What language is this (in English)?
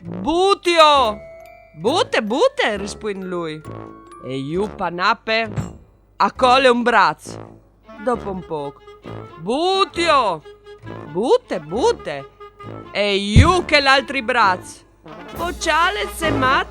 Friulian